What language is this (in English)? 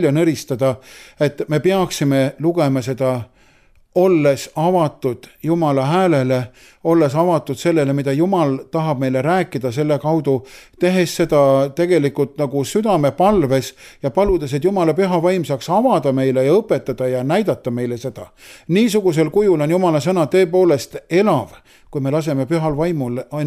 Estonian